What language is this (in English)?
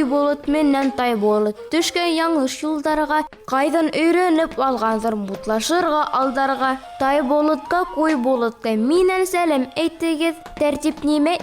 Bashkir